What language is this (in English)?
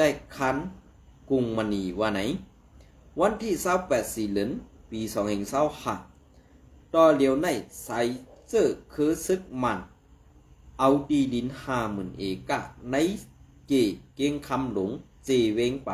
Shan